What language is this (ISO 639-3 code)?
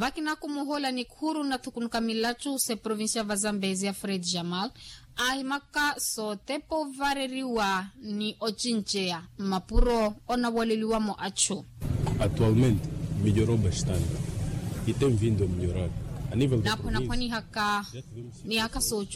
vmw